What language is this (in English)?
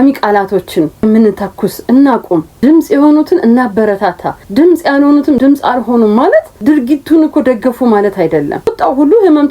Amharic